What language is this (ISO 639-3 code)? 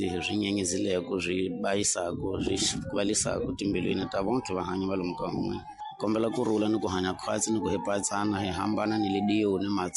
tso